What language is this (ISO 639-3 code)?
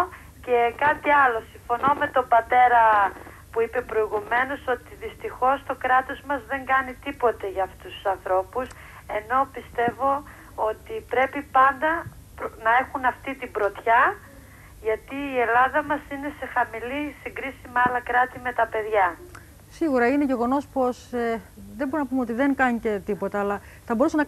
ell